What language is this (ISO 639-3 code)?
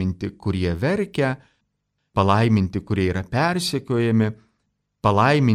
lit